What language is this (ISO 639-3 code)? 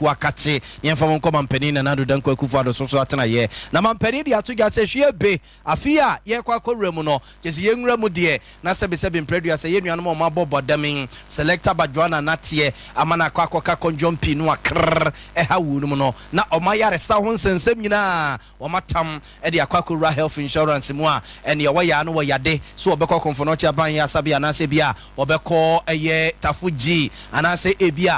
aka